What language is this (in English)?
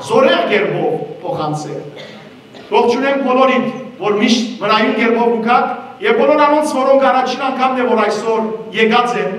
Western Armenian